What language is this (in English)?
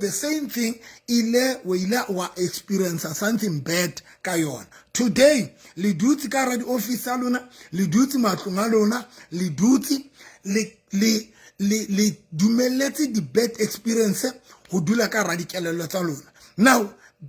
Southern Sotho